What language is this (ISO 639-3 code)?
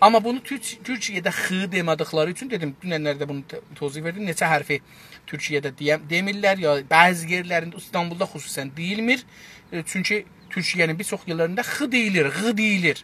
azb